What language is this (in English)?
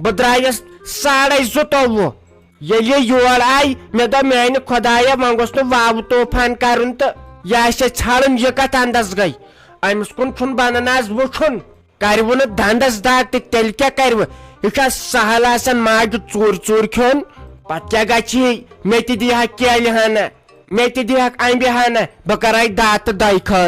Kashmiri